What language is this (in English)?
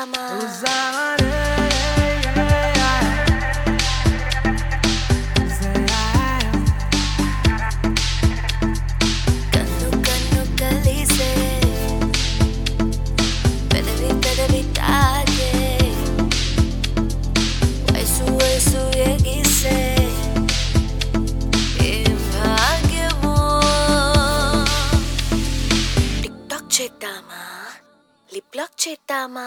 Telugu